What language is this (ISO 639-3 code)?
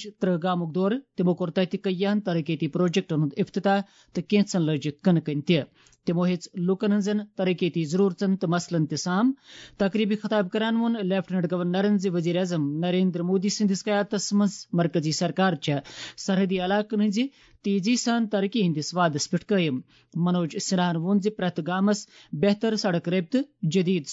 kas